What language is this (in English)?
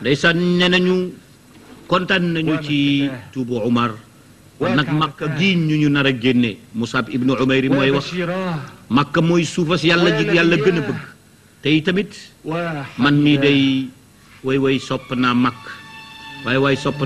Wolof